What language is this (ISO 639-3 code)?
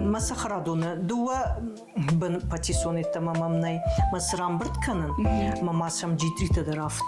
oss